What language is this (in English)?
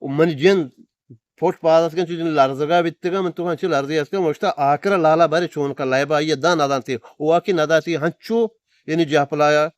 Eastern Balochi